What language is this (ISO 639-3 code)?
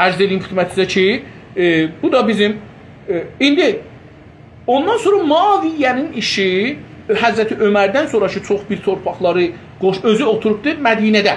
azb